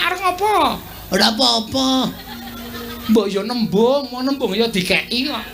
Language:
Javanese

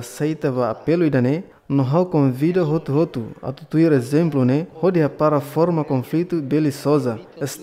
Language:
Tetum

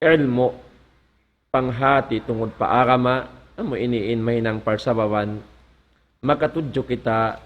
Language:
Tausug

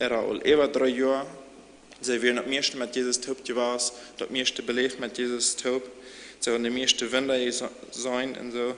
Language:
Plautdietsch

